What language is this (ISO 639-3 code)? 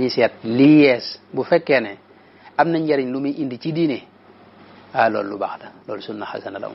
wol